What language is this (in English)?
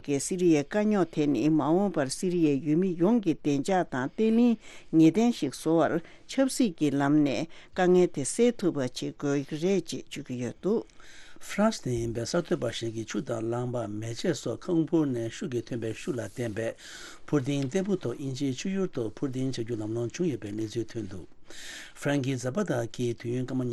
Tibetan